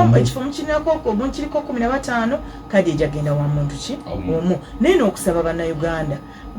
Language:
Ganda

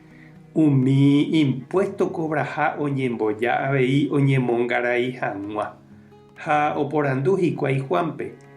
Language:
Guarani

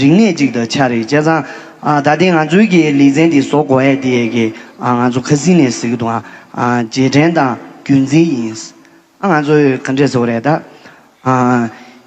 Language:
Tibetan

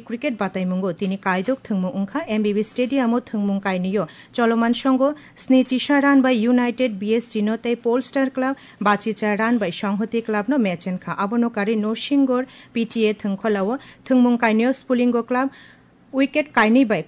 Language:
Kok Borok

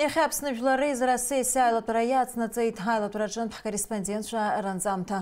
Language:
Abkhazian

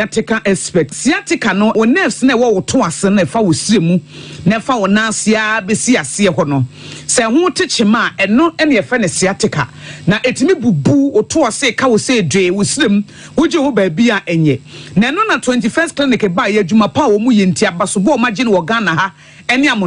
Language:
Akan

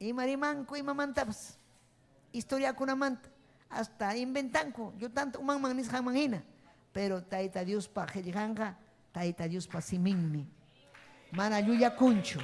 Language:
Ayacucho Quechua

